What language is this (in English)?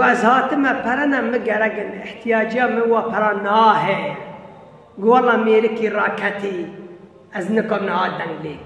Kurdish